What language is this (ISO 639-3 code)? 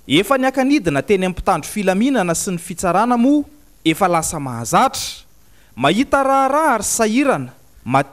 mlg